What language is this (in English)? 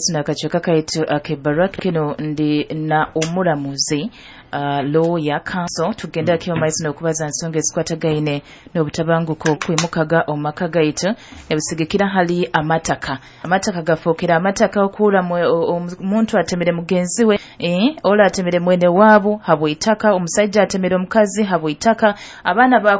Nyoro